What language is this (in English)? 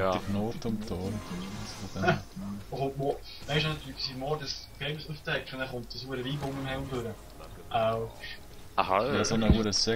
Swiss German